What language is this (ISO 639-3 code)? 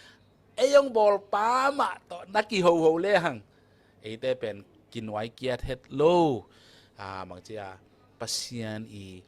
ctd